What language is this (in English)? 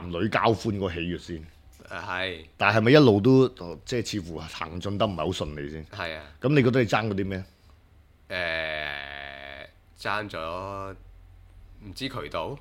Cantonese